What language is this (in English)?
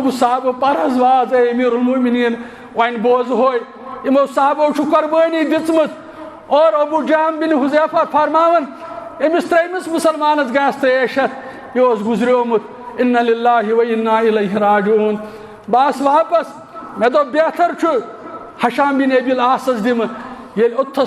Kashmiri